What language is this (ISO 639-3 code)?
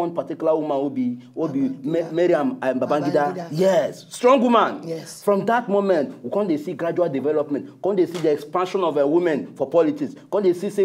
pcm